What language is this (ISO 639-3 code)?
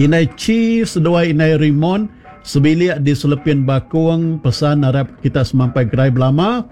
iba